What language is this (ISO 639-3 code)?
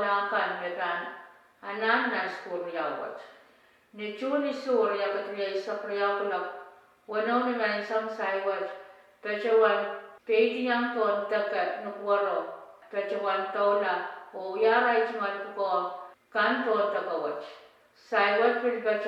pon